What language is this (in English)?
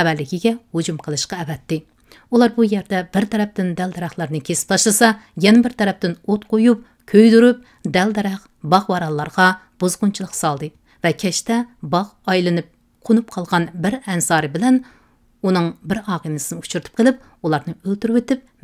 Uyghur